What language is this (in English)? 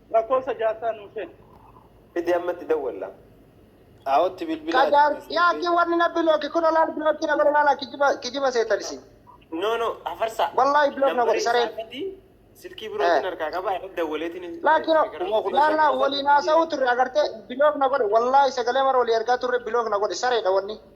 Oromo